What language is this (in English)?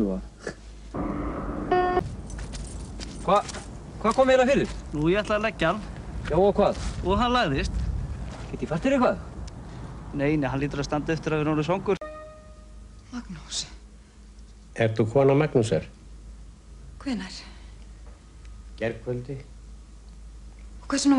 Icelandic